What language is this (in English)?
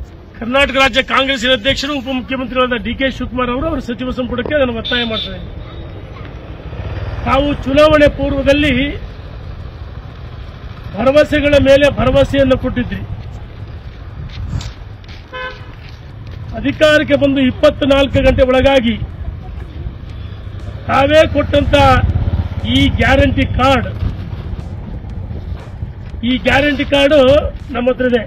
Kannada